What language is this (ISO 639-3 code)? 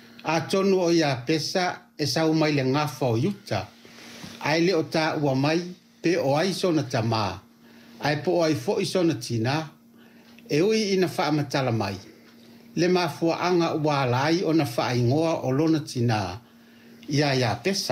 smo